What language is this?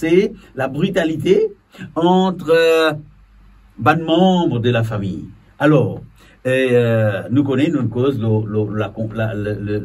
Morisyen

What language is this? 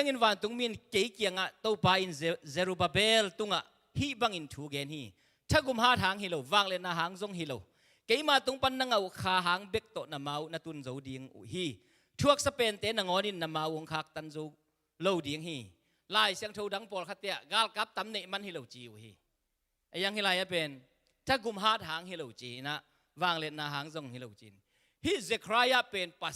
Tedim Chin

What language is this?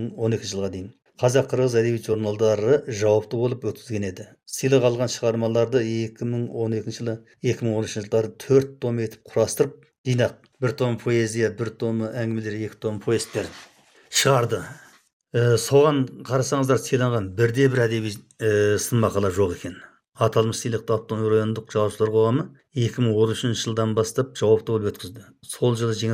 Kazakh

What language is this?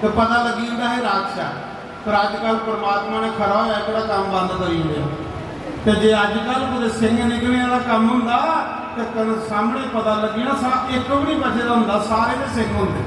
Dogri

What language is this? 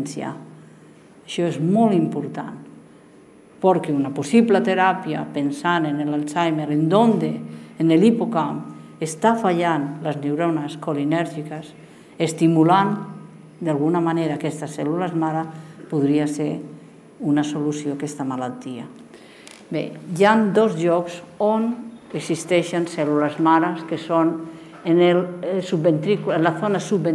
Catalan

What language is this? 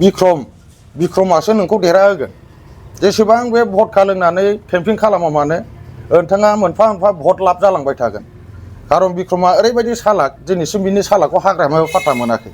Bodo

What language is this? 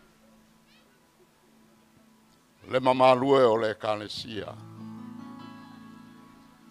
Samoan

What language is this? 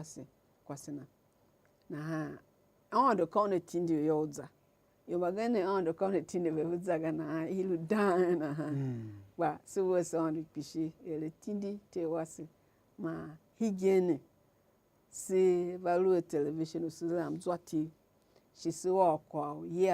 Tiv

